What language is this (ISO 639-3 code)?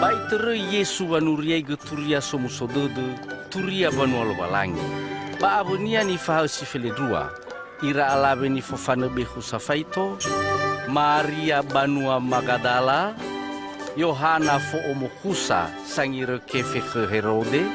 nia